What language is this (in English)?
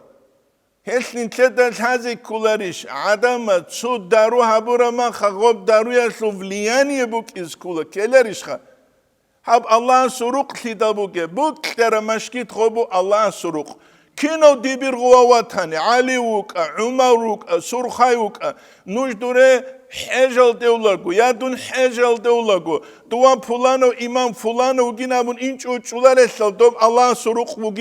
Avaric